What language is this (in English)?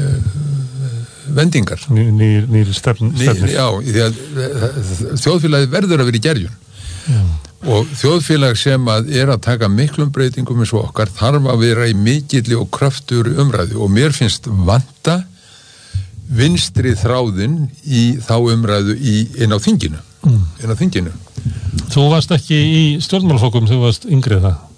Icelandic